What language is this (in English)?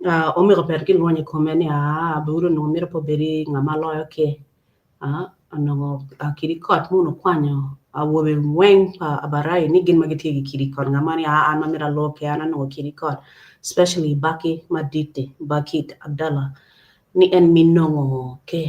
Acoli